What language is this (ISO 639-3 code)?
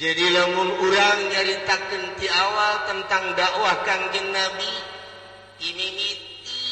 sun